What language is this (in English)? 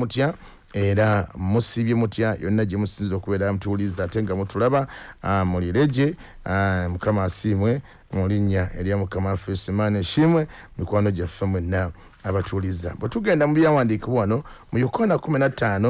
Ganda